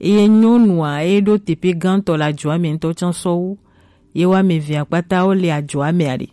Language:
Gen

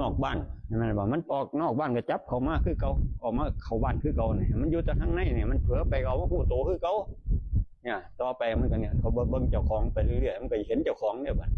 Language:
Northeastern Thai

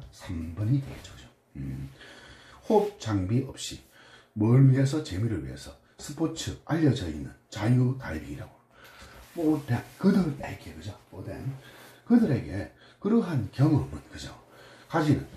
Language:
Korean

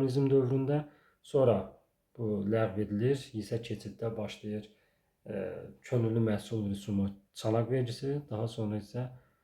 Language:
Azerbaijani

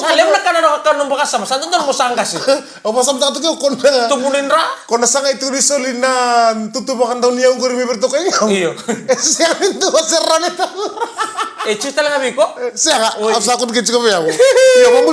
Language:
Fijian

